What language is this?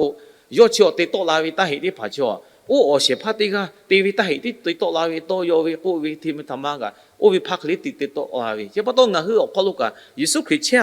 Lahu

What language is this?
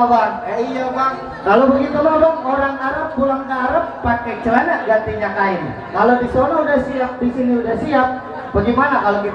Betawi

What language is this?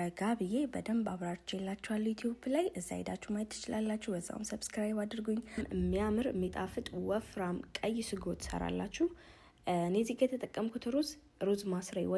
Amharic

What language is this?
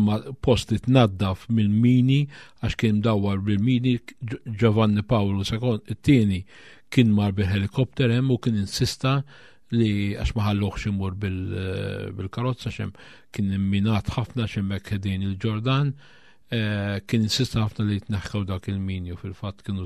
Maltese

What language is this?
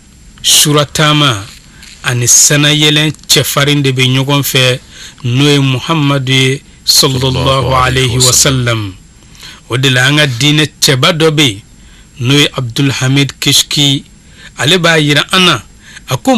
Bambara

